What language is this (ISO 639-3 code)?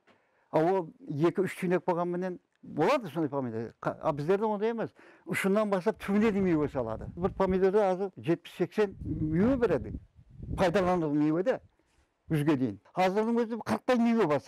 kaa